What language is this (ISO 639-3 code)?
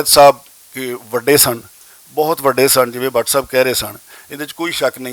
lah